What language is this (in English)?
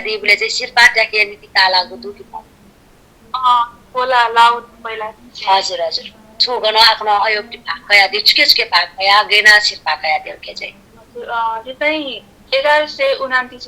Newari